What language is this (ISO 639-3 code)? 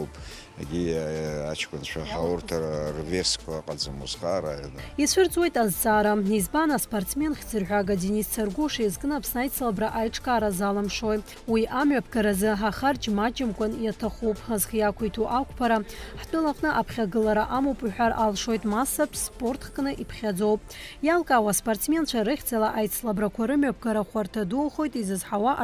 abk